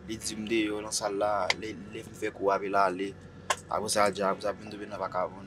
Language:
Haitian Creole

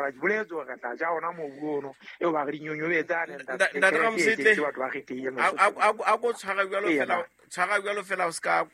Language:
Southern Sotho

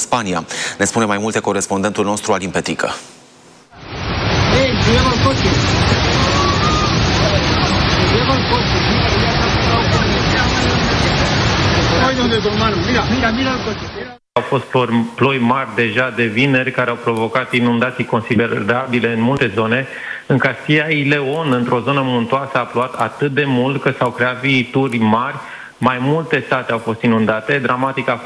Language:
Romanian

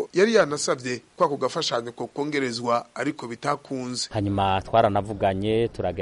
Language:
Kinyarwanda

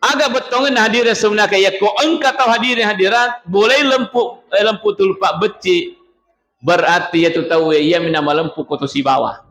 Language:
Buginese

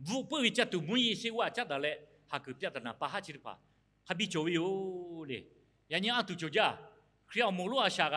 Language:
Lahu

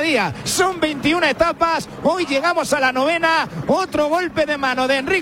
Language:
Spanish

